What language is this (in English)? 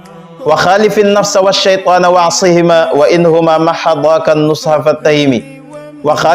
Wolof